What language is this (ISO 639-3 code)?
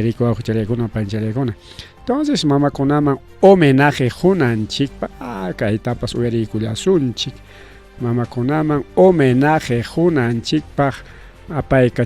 quy